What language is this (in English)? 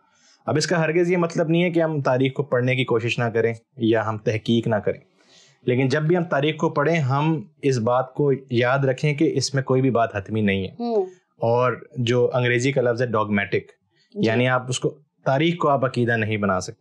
Urdu